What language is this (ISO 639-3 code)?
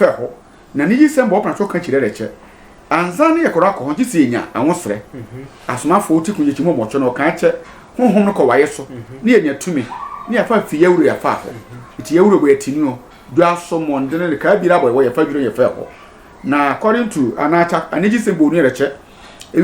sfw